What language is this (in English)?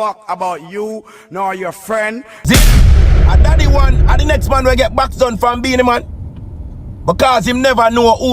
Jamaican Creole English